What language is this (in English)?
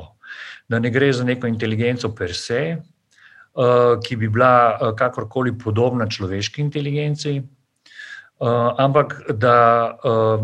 Slovenian